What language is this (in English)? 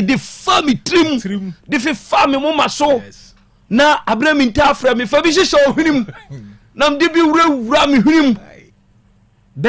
Akan